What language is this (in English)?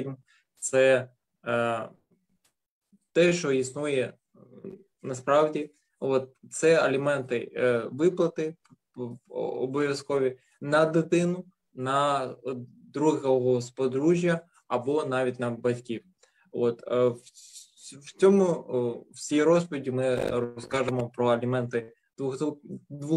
Ukrainian